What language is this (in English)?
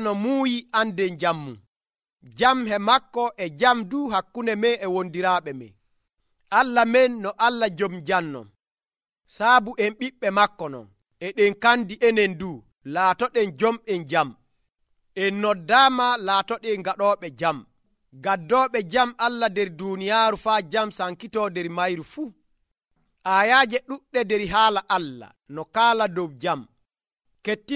Nigerian Fulfulde